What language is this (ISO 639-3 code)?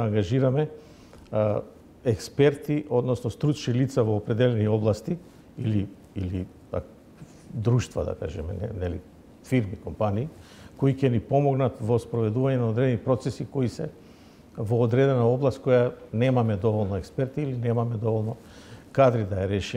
mkd